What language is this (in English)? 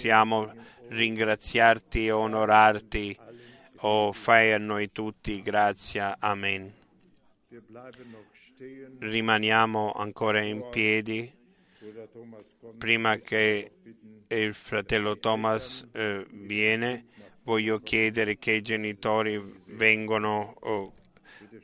Italian